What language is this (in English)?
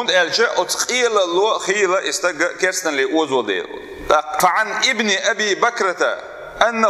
Chechen